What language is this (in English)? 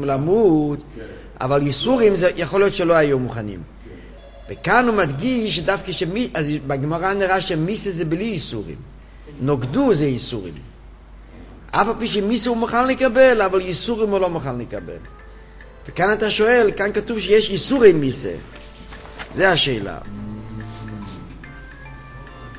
Hebrew